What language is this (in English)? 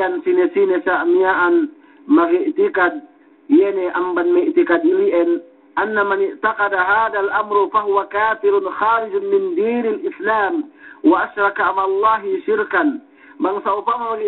Yakan